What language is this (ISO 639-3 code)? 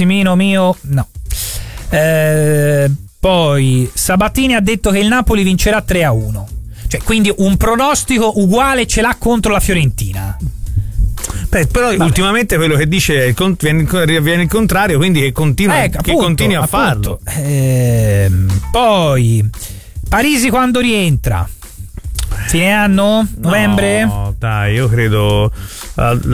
ita